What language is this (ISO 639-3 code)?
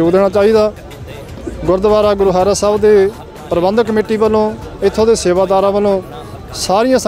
pan